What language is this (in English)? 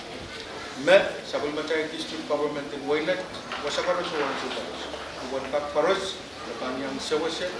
Pohnpeian